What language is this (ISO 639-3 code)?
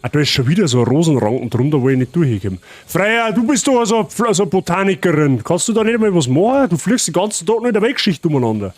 bar